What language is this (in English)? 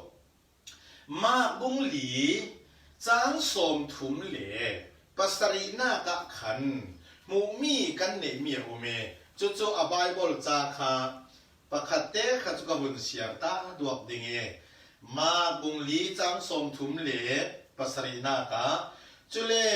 Falam Chin